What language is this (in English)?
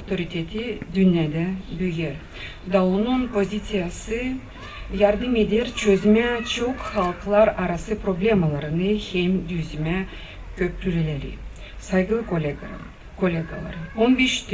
Gagauz